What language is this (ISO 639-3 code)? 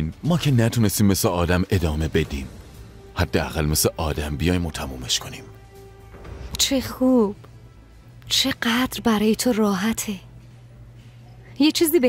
fas